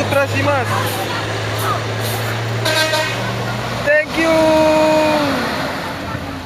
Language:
Indonesian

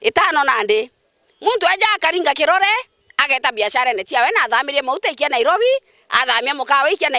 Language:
Meru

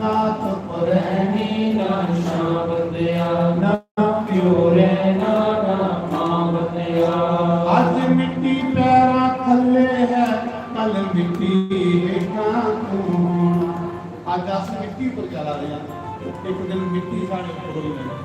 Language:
Dogri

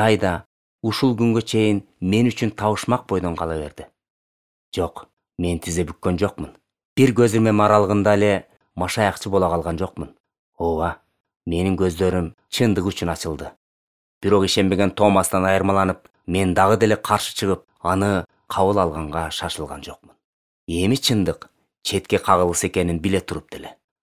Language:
Kyrgyz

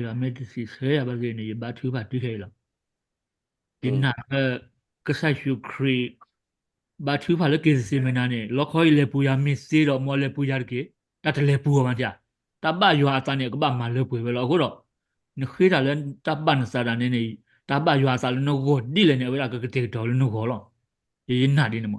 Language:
S'gaw Karen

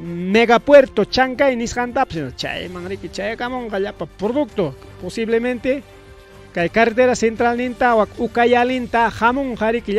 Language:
Ayacucho Quechua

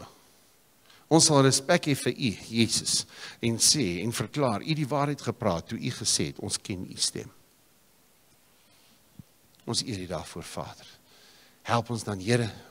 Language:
Afrikaans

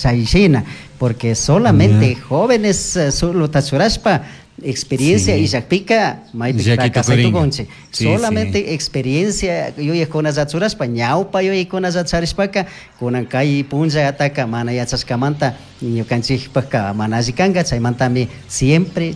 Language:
Chimborazo Highland Quichua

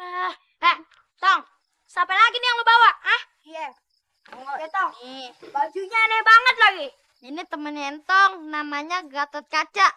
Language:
Betawi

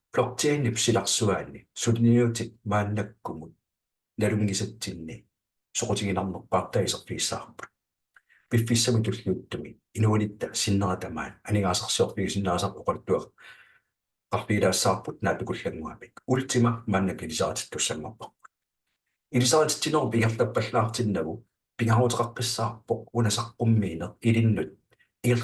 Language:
Kalaallisut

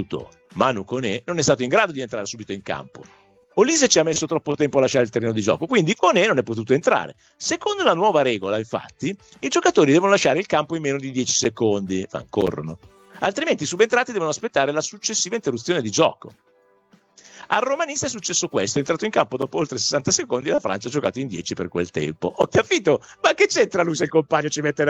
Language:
Italian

